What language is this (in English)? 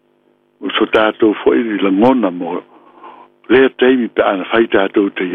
Samoan